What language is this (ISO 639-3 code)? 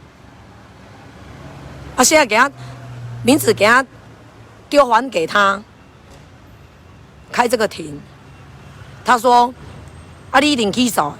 nan